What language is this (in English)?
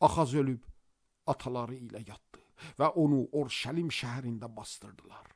Azerbaijani